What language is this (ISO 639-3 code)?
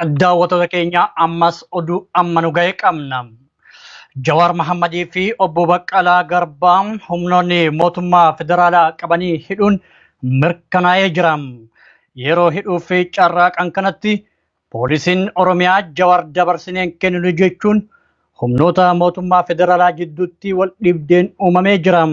orm